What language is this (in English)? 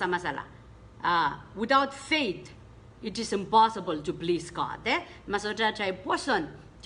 Pohnpeian